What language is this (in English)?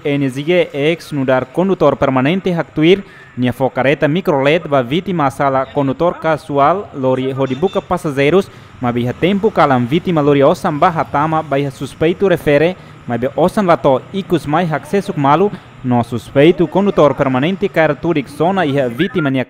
Tetum